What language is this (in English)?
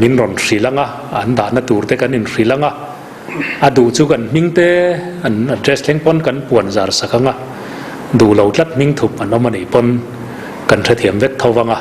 Mizo